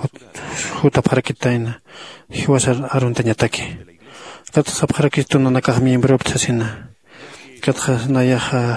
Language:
Aymara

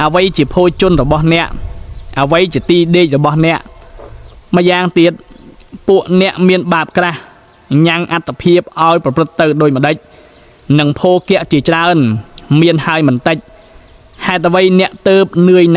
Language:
Khmer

